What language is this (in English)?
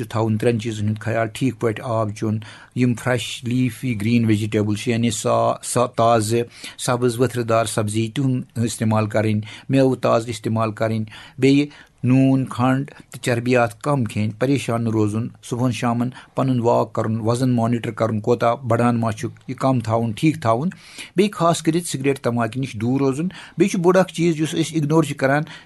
Kashmiri